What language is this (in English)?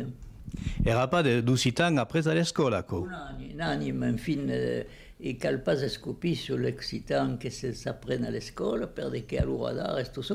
Occitan